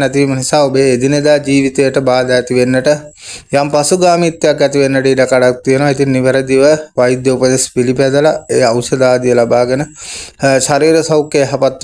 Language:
Sinhala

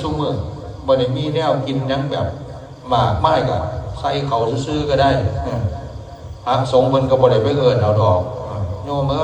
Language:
Northeastern Thai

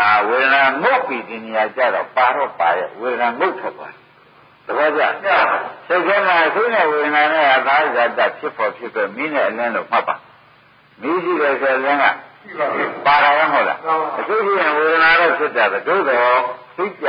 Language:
Burmese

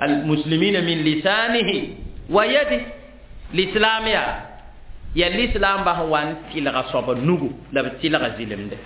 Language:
Mossi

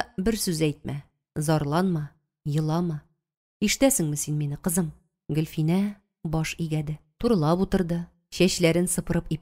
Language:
Tatar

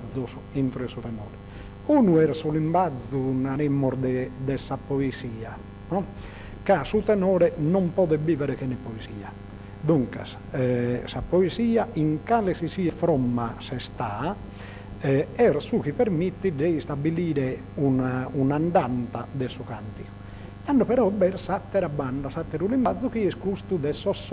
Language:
Sardinian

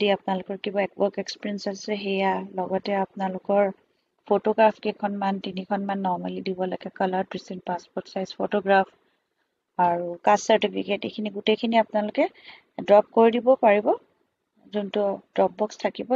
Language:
Assamese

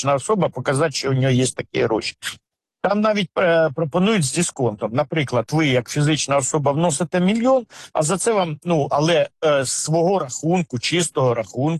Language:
Ukrainian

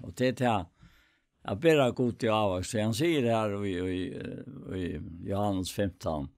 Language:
Faroese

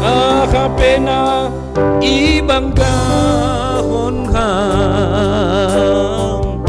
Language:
Batak Simalungun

